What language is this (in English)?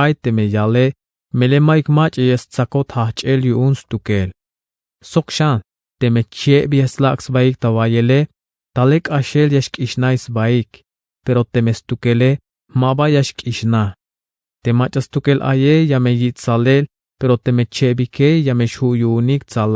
Tzeltal